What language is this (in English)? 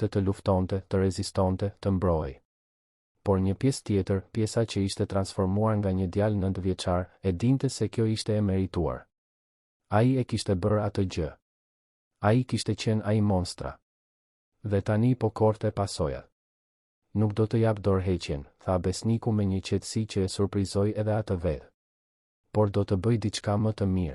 Albanian